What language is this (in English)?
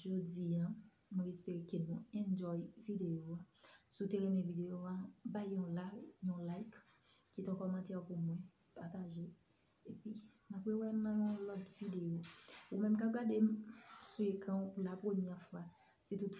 Haitian Creole